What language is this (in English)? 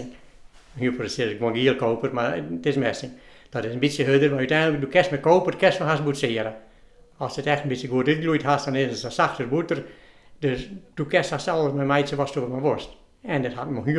Western Frisian